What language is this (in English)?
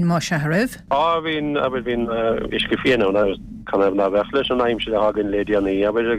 Irish